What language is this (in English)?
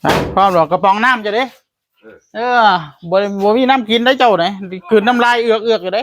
Northeastern Thai